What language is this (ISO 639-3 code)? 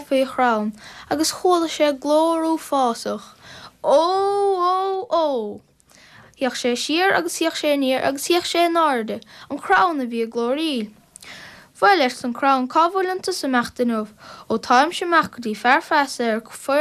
gle